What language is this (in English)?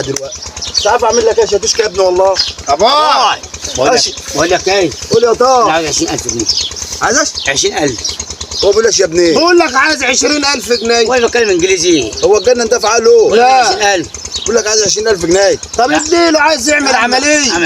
Egyptian Arabic